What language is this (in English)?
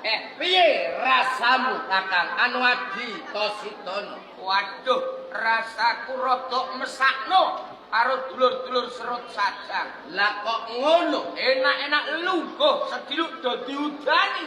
Javanese